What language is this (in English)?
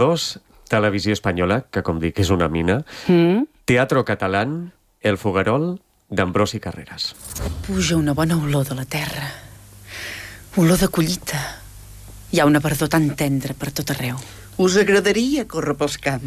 Catalan